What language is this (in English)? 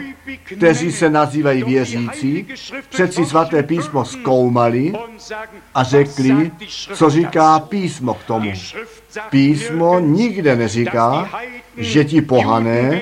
Czech